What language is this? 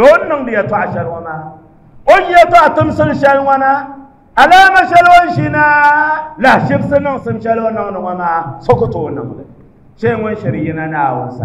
Dagbani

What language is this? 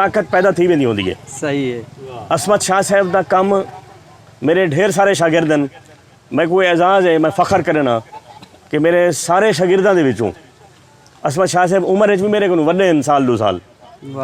Saraiki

